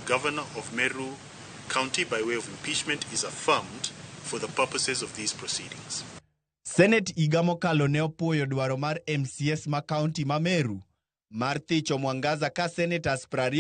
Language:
Luo (Kenya and Tanzania)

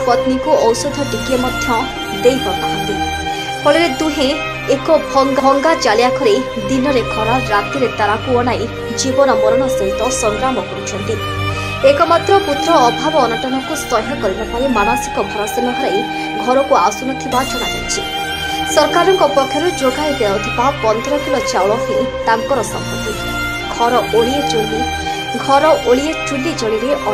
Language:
Odia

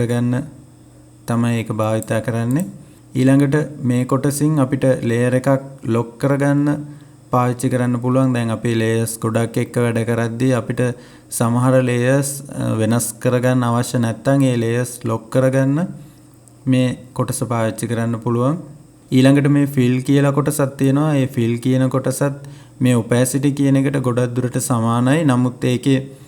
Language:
Sinhala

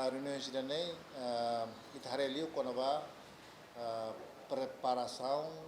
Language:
Tetum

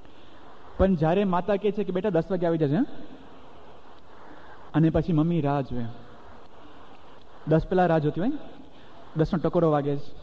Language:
Gujarati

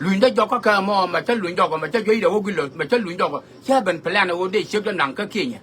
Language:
Nuer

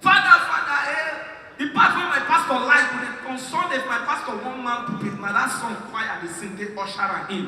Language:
Nigerian Pidgin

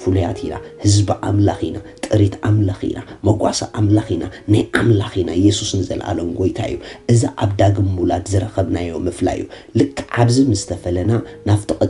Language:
Tigrinya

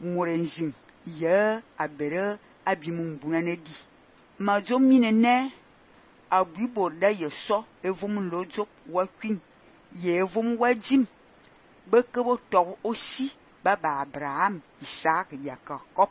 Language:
Fang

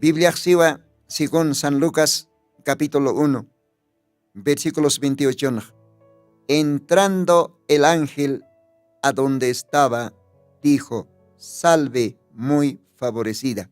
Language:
Aymara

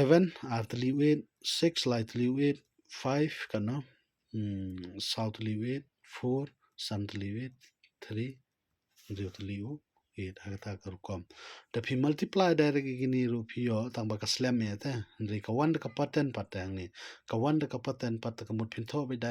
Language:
Khasi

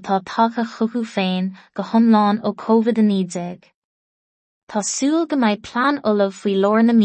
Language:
Irish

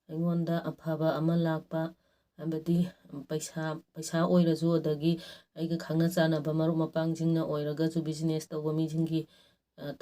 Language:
Manipuri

